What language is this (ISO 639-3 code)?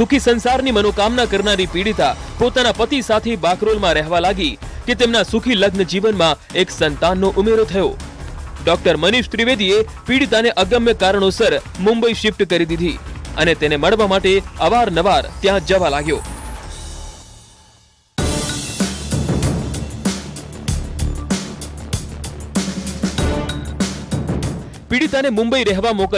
guj